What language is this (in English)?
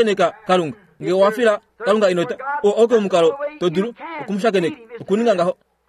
Kuanyama